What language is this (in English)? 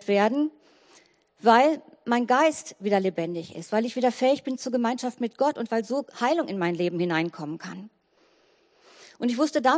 German